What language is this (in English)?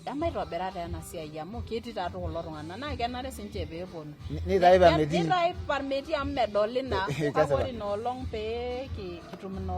Masai